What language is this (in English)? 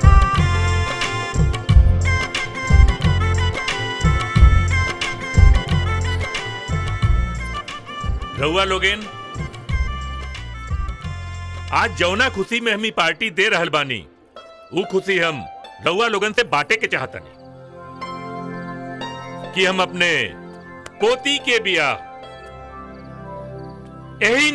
Bhojpuri